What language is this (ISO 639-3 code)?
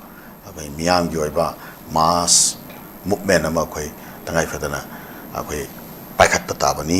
mni